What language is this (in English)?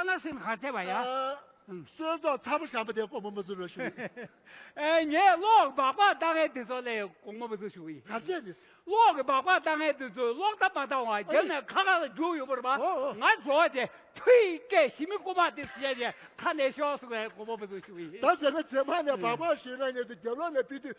Tibetan